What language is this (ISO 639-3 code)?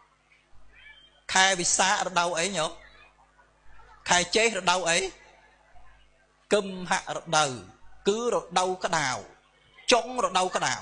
khm